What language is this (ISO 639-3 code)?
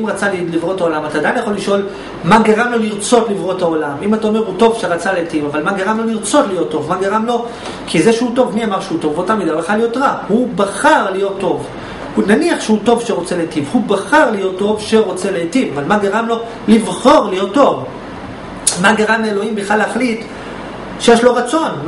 heb